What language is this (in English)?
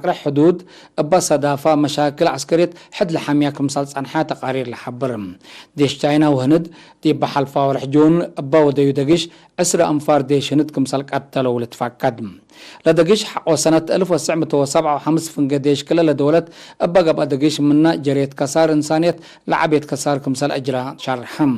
Tigre